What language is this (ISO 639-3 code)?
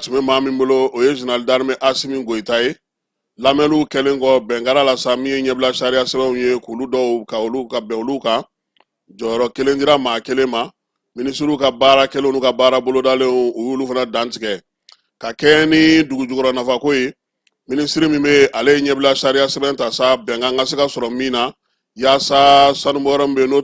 bam